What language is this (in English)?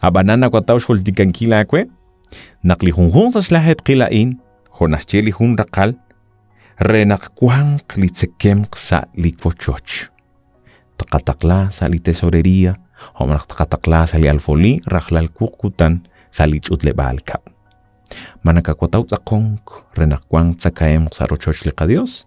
Kekchí